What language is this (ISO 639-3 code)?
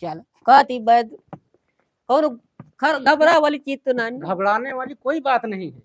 awa